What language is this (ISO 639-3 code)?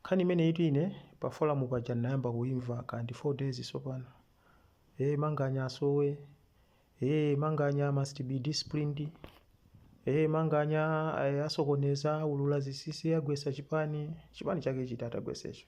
nya